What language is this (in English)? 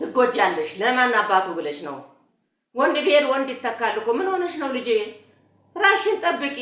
Amharic